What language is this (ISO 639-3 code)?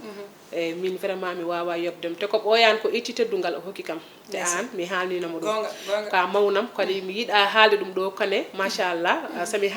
ful